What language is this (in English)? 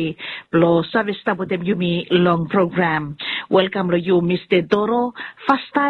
Bislama